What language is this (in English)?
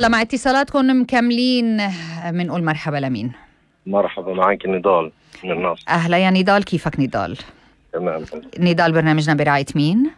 North Levantine Arabic